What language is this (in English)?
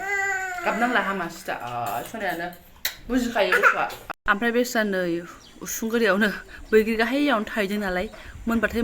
Bodo